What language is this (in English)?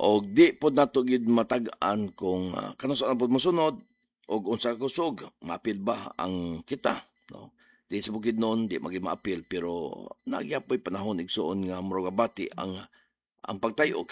Cebuano